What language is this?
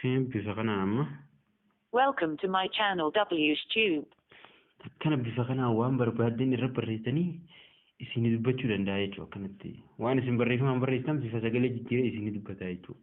Oromo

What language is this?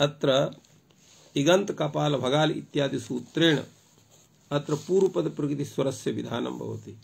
Sanskrit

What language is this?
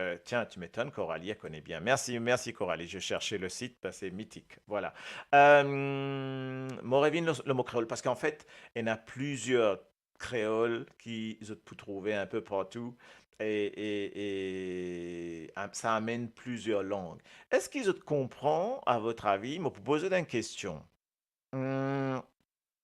Morisyen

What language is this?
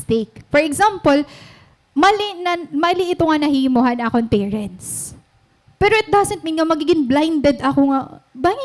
Waray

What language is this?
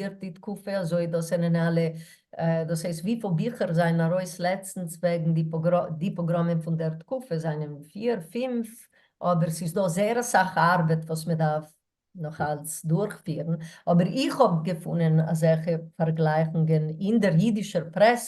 Yiddish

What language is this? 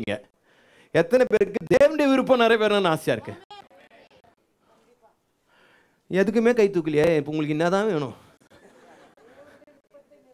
Tamil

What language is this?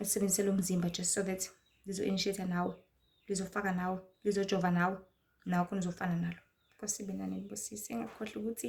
Zulu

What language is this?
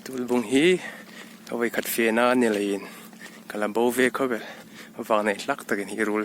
Hmar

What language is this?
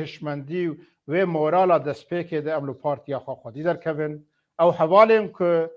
Kurdish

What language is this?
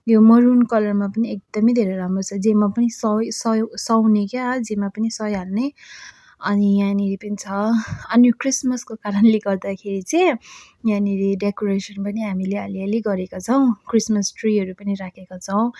Nepali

